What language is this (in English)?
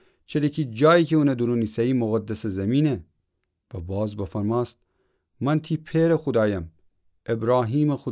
Gilaki